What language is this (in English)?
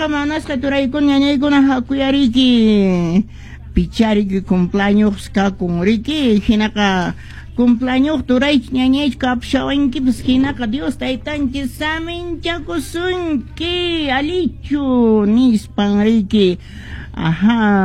Quechua